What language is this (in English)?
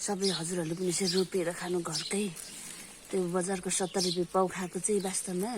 Nepali